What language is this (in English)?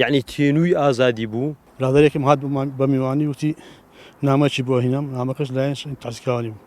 Central Kurdish